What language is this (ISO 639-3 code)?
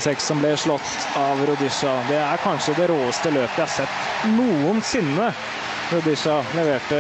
nor